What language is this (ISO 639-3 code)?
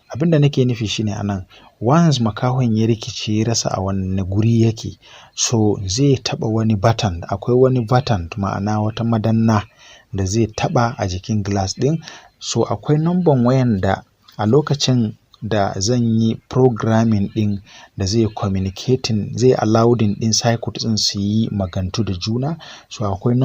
hau